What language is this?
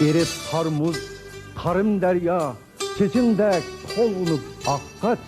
Uyghur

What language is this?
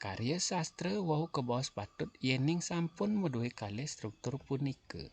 Balinese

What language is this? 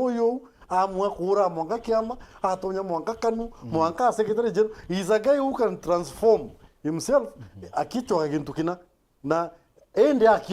Meru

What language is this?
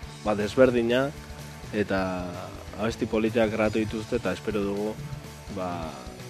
Basque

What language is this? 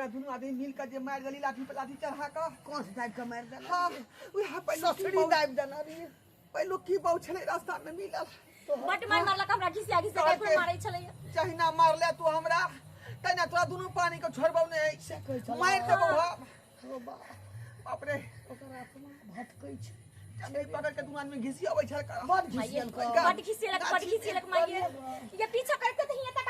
Maithili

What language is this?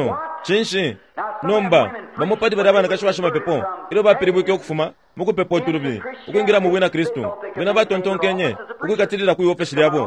Bemba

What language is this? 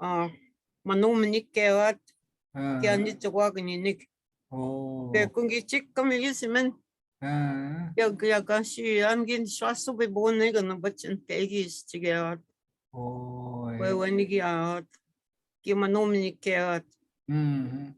Chippewa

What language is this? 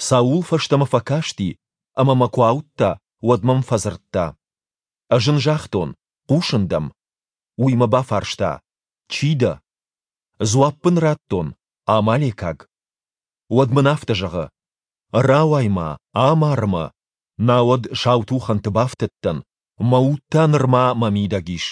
Ossetic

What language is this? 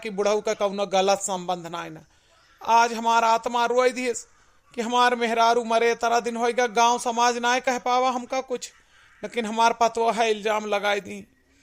Awadhi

